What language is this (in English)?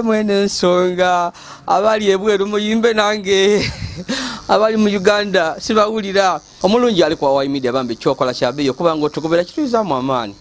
Ganda